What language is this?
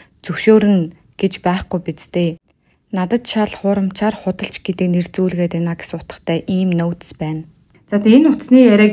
Mongolian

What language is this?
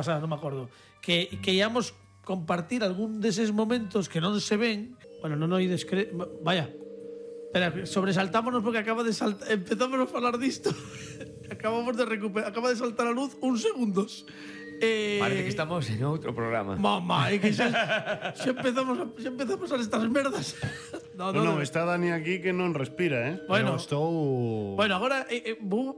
Galician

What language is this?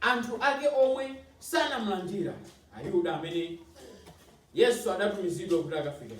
Nyanja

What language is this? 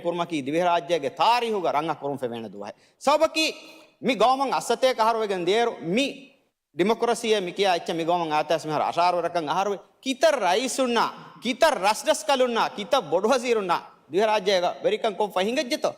Divehi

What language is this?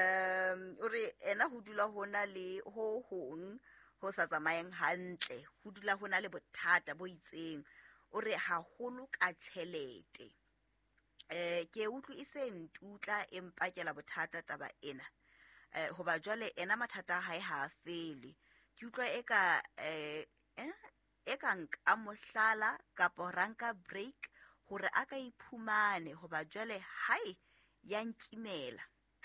Southern Sotho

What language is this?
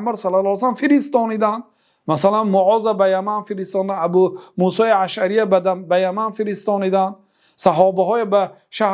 Persian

